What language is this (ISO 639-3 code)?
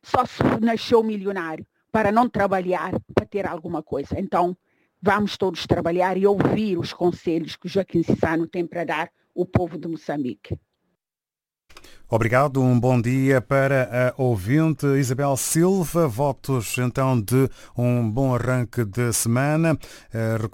por